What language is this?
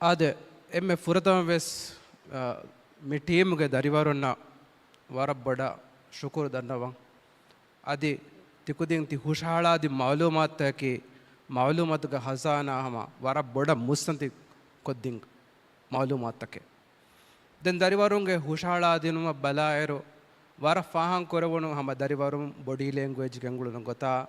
Divehi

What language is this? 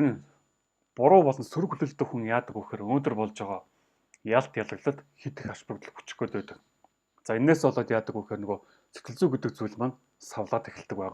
Mongolian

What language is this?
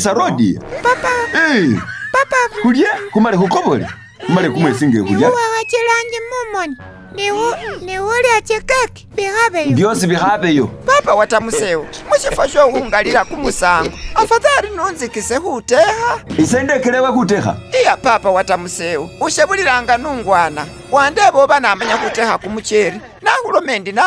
Masaaba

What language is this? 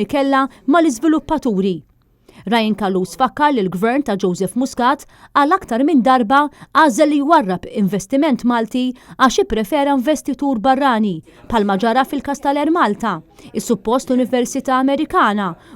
Maltese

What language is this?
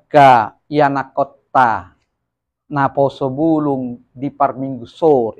Batak Toba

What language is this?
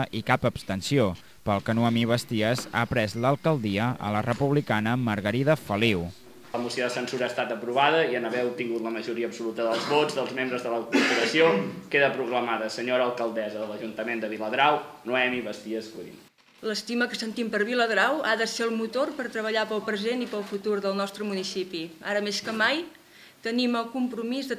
Catalan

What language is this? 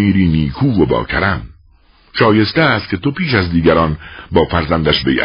Persian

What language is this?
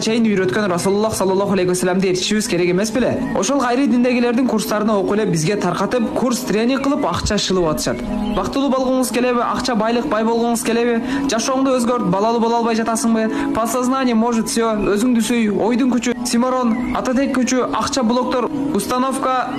Kyrgyz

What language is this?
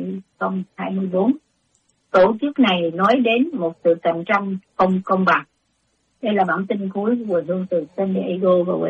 Vietnamese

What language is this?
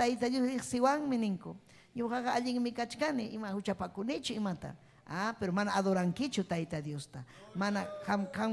Ayacucho Quechua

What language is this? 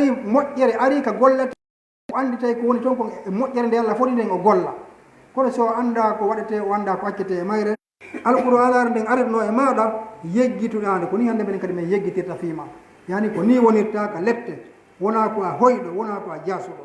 Fula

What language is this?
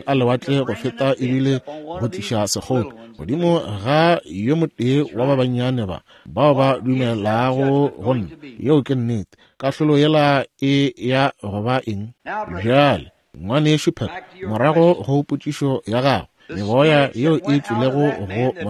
Northern Sotho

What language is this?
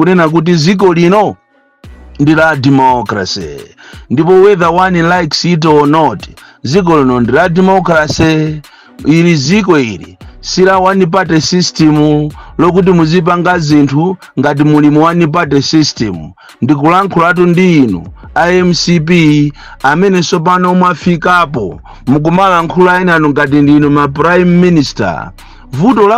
Nyanja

